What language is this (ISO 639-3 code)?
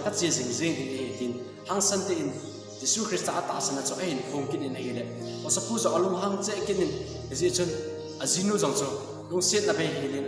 tcz